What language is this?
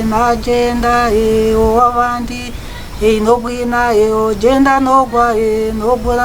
Nyankole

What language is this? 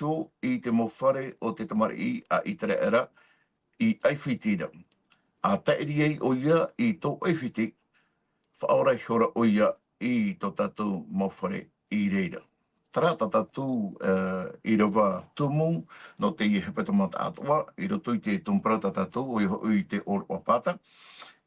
Tahitian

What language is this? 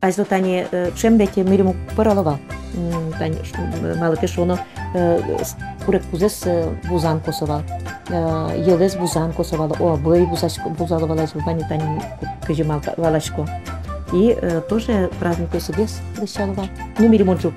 Udmurt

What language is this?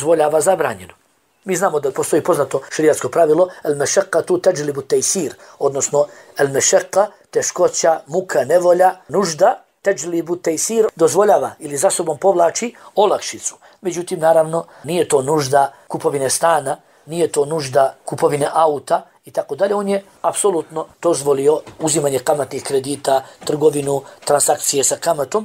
Bosnian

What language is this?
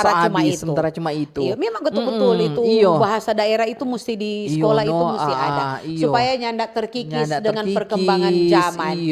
Manado Malay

